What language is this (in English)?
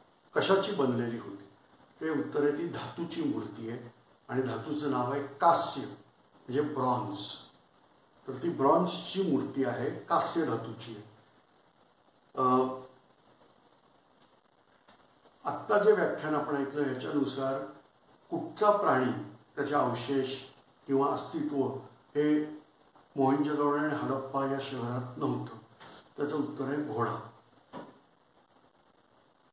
Marathi